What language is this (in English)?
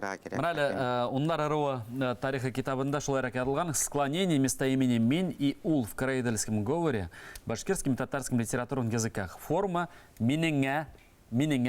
Bashkir